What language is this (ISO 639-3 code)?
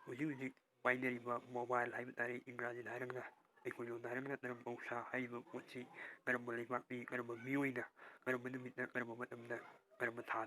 mni